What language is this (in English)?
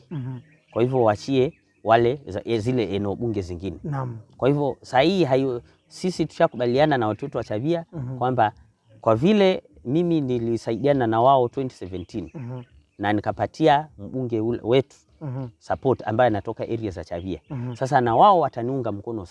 Swahili